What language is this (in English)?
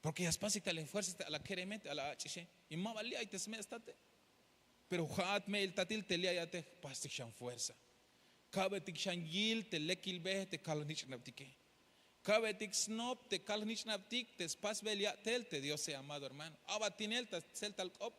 Tzeltal